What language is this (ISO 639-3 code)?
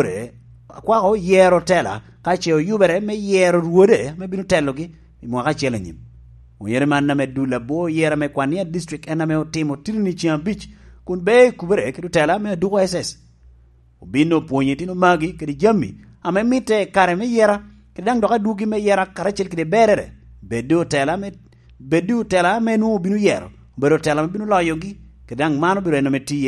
laj